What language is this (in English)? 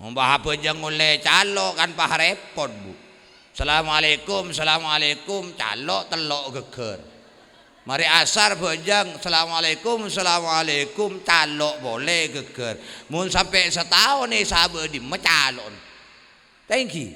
Madurese